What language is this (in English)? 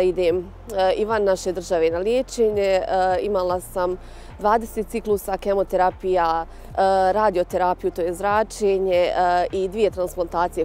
Bosnian